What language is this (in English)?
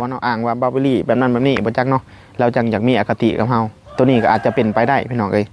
Lao